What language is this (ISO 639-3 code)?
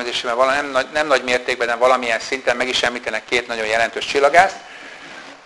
hun